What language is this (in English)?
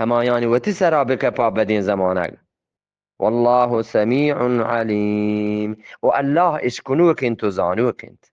Eastern Balochi